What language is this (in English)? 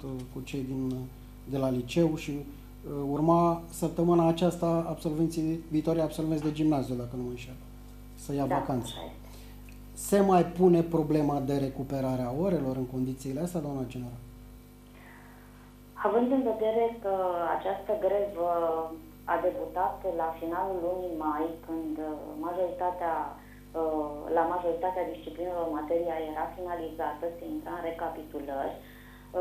Romanian